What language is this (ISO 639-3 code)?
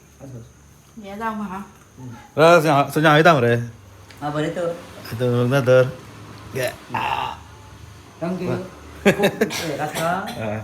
kok